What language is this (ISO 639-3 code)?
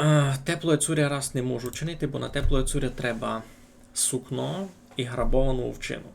rue